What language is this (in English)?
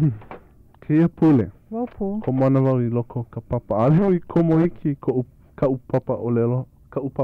Hawaiian